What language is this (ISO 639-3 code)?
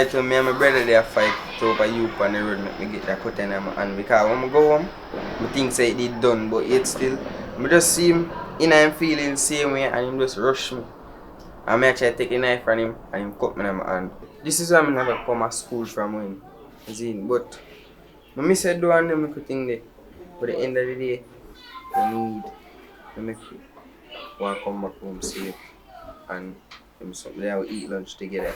jam